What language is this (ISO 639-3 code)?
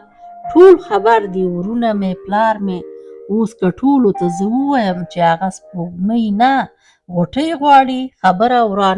pus